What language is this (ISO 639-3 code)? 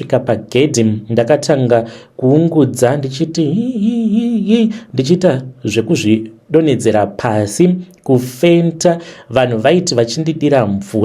sna